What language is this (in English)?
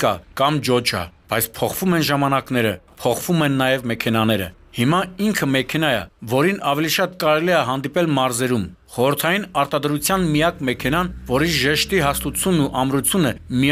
Armenian